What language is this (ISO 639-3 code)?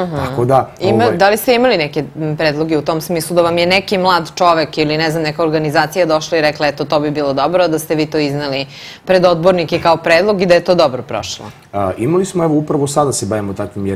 srp